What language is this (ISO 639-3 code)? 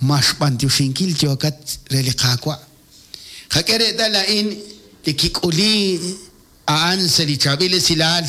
kek